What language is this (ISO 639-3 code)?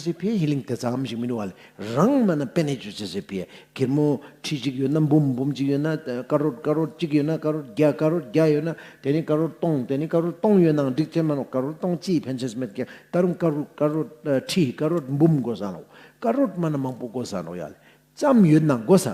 lbj